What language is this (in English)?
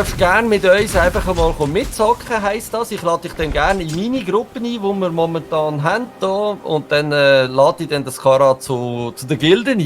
Swiss German